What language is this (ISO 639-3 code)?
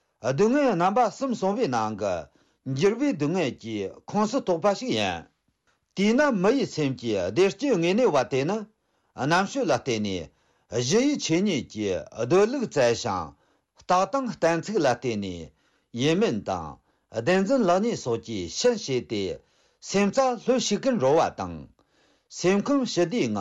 bod